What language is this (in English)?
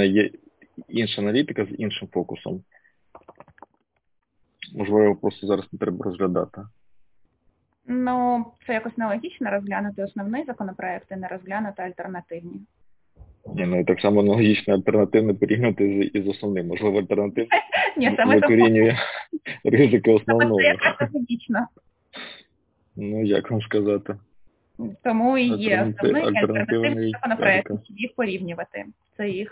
Ukrainian